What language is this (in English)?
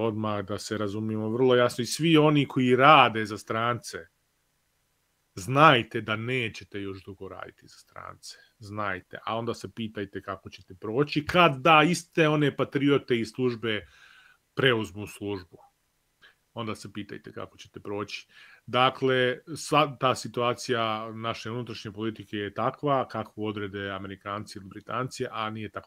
Serbian